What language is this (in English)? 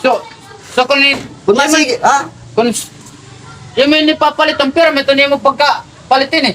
Waray